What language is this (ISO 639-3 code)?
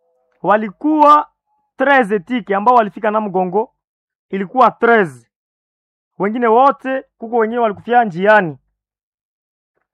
swa